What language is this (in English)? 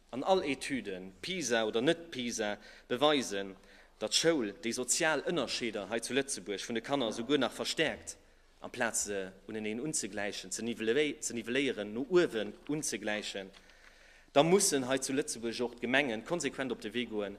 Luxembourgish